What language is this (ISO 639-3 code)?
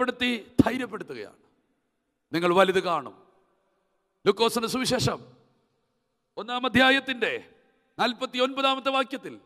mal